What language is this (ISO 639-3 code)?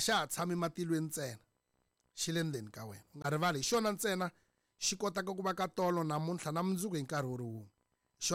tso